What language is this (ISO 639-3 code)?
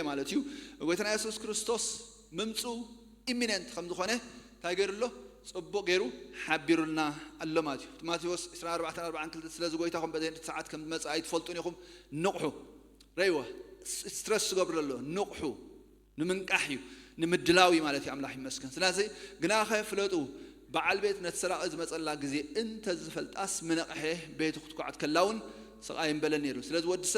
tir